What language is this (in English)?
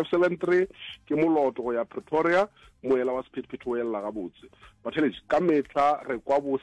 Northern Sotho